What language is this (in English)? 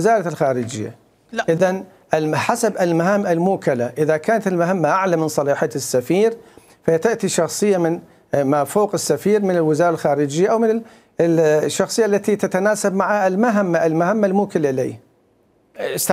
Mesopotamian Arabic